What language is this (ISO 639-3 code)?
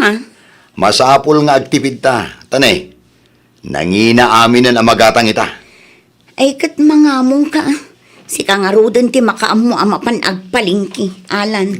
ilo